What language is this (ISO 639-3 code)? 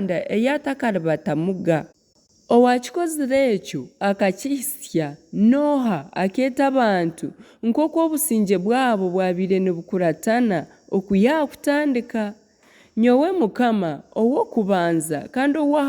nyn